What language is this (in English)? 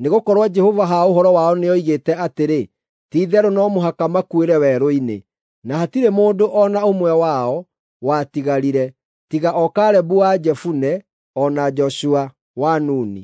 Kikuyu